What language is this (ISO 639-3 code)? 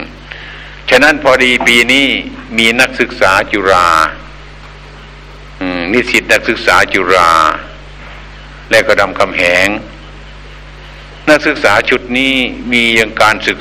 tha